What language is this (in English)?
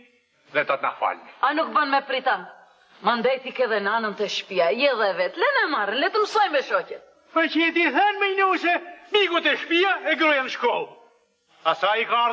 Albanian